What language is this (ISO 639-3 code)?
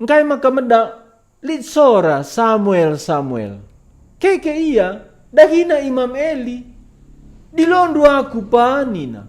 btx